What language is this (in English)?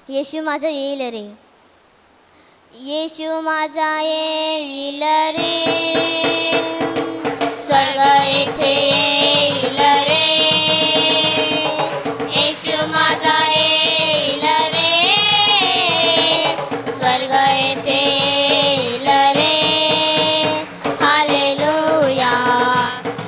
Marathi